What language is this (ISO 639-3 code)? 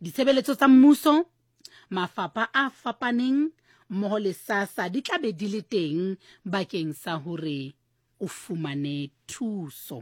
sot